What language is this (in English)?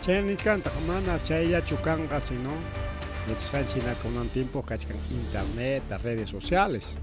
Ayacucho Quechua